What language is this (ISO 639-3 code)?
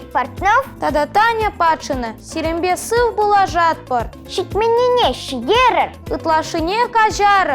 chv